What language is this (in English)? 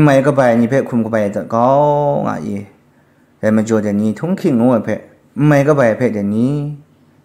Kachin